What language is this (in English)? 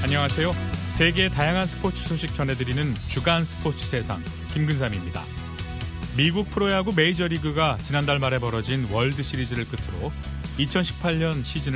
Korean